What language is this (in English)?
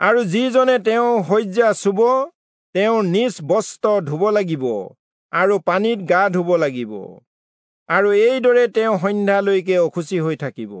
Assamese